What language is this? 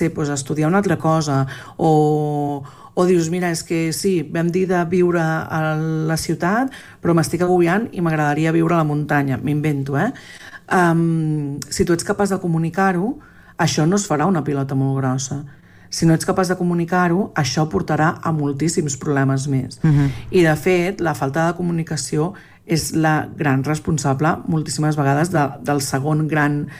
Catalan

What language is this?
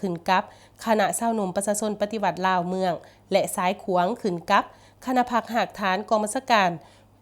Lao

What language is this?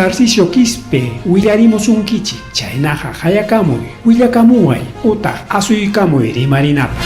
Ayacucho Quechua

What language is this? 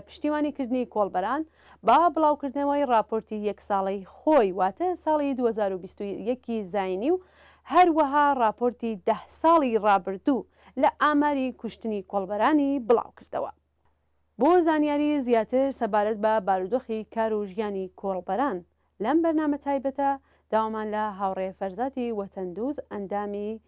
Central Kurdish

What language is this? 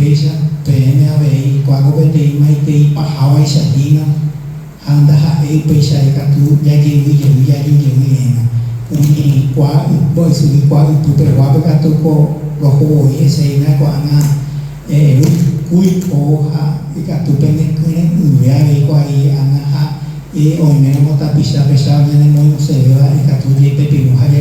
Guarani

